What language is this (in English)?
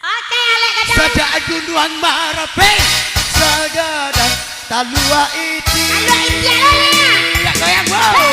Minangkabau